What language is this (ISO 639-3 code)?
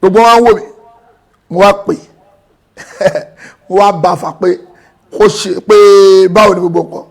yor